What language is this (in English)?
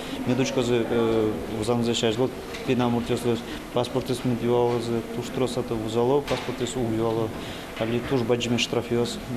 Udmurt